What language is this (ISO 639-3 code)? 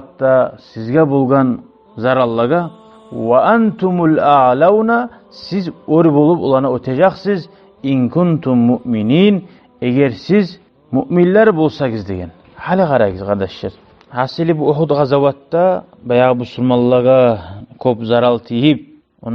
kum